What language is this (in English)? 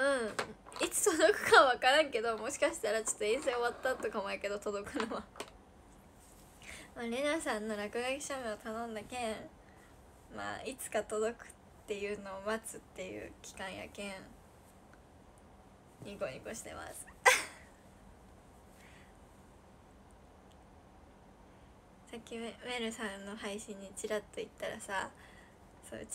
Japanese